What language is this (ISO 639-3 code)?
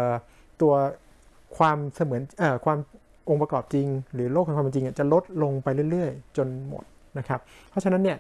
tha